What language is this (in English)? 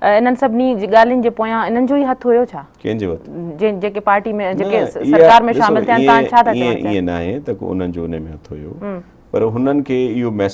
Sindhi